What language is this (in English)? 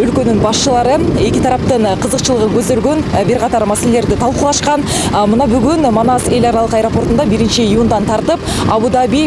Kyrgyz